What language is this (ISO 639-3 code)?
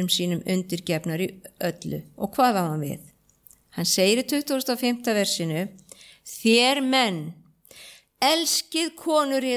isl